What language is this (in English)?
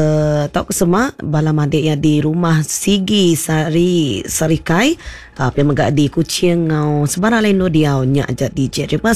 Iban